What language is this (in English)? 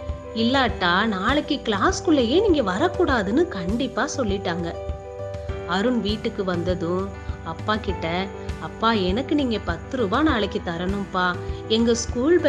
Tamil